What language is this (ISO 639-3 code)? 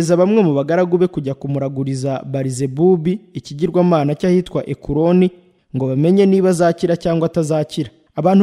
kin